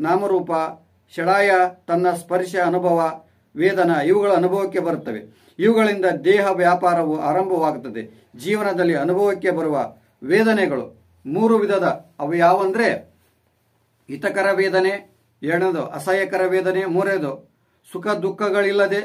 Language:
Kannada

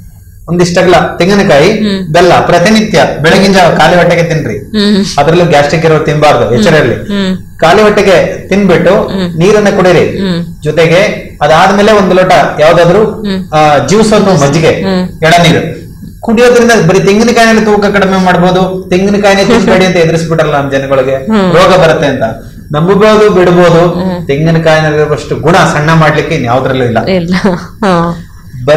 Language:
Kannada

